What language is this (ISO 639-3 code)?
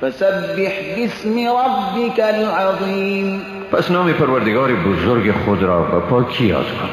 fas